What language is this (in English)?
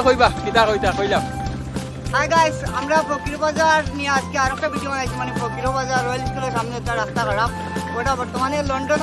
Sylheti